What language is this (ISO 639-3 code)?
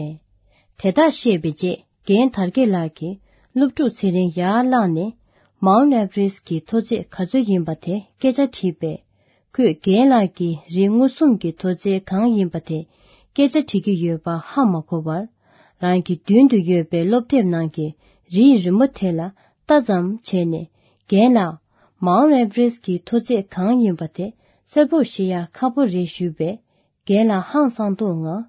bod